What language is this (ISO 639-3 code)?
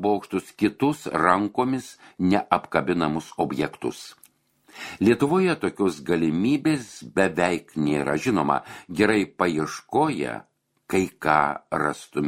lit